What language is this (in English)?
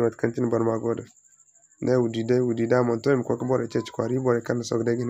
Zarma